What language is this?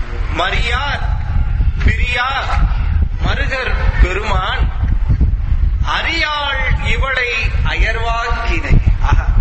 Tamil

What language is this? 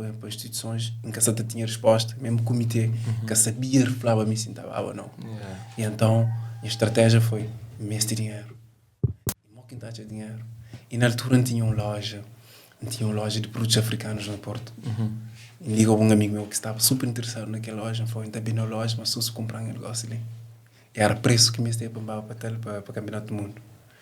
Kabuverdianu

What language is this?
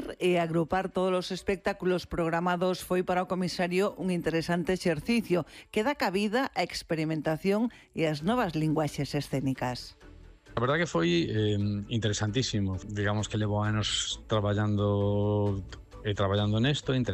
Galician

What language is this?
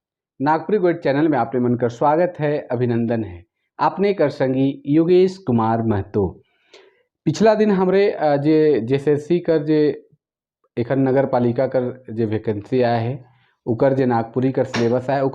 Sadri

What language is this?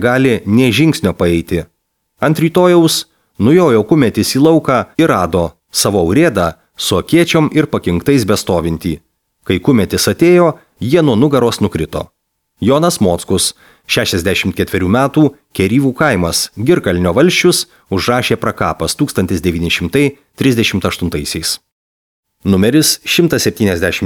Lithuanian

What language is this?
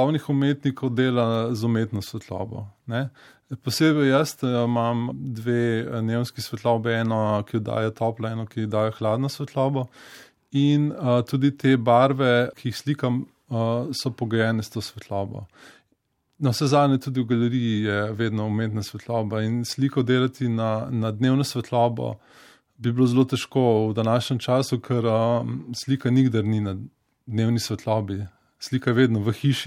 Slovenian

